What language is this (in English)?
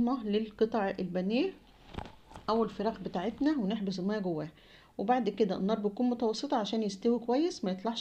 Egyptian Arabic